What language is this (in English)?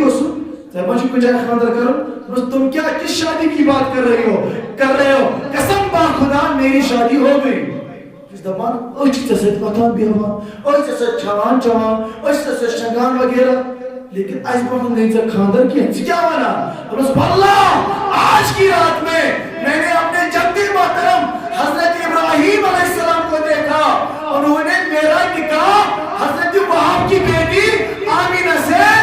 Kashmiri